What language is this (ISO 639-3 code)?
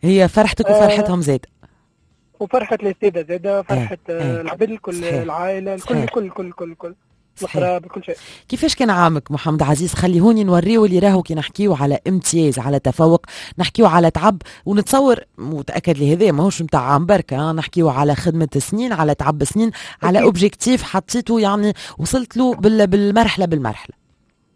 aeb